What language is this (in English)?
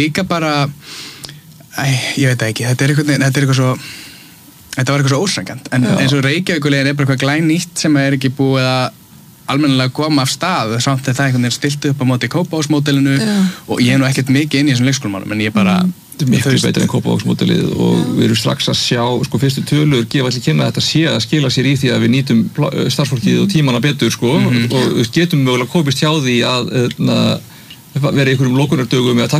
Icelandic